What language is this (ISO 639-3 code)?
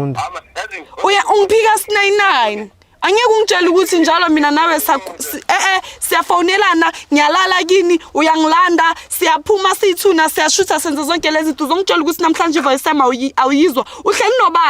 zul